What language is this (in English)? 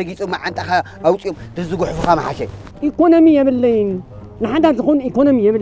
Tigrinya